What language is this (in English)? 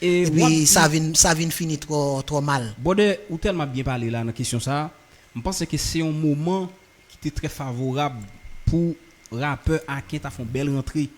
Haitian Creole